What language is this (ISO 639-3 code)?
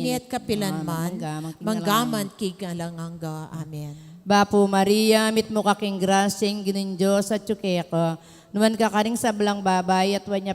pam